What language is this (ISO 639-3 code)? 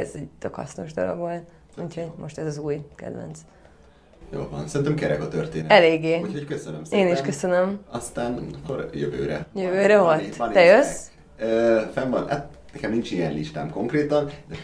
hun